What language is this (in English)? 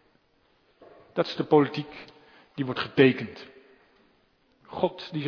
Dutch